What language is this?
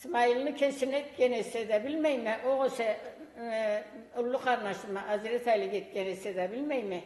Karachay-Balkar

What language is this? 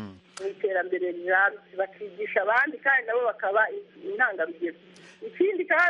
Kinyarwanda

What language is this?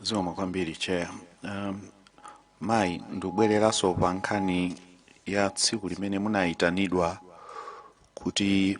Nyanja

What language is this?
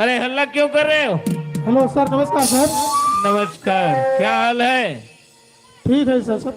Chhattisgarhi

